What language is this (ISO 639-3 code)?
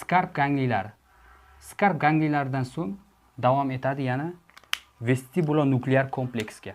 uzb